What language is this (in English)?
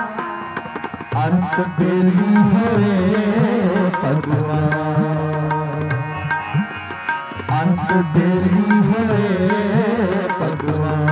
Hindi